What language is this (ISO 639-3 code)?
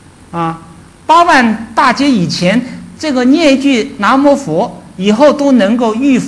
zho